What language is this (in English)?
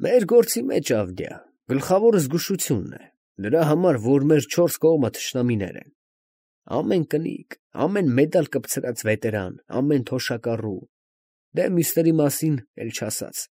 Armenian